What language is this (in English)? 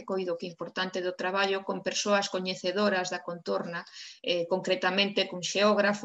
Galician